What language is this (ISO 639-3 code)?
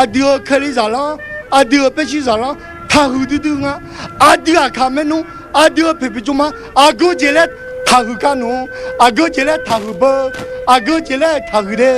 ahk